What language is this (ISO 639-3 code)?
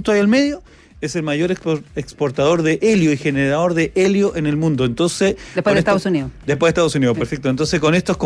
spa